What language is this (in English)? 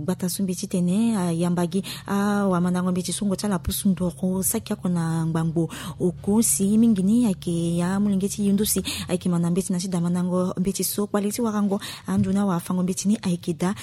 Sango